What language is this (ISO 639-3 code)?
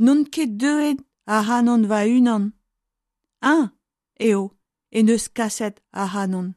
bre